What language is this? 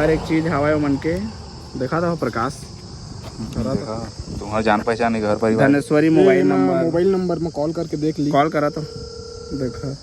Chhattisgarhi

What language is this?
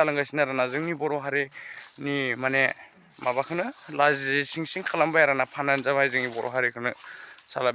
Bodo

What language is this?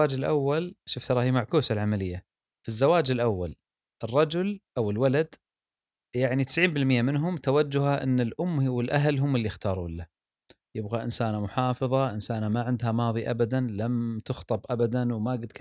Gulf Arabic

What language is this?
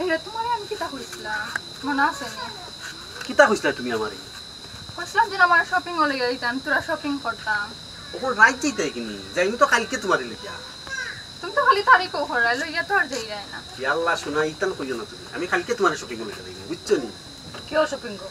Sylheti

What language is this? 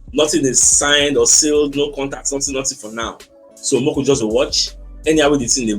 Nigerian Pidgin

